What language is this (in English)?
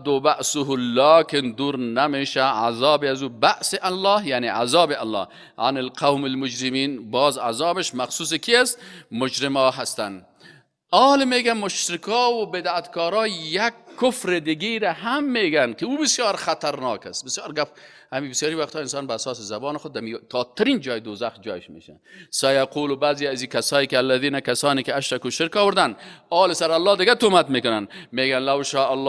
Persian